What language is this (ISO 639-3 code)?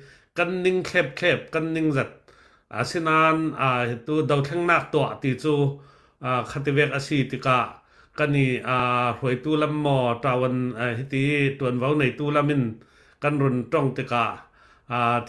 cfm